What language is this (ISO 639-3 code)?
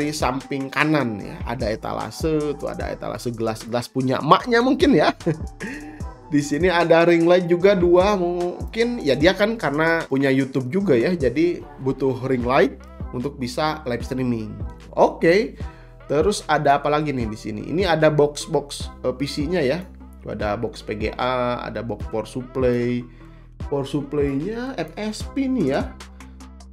ind